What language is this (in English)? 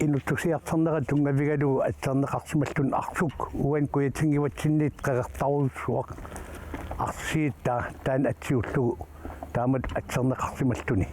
Kalaallisut